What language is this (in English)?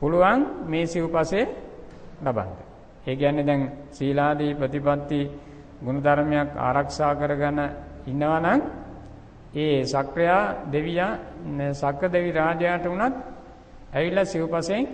Sinhala